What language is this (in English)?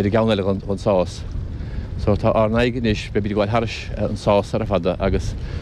Irish